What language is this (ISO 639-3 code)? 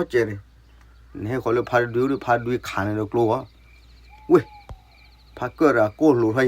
ksw